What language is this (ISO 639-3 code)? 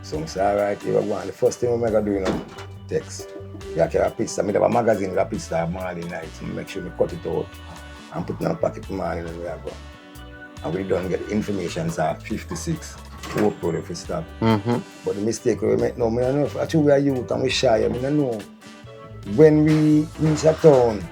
jam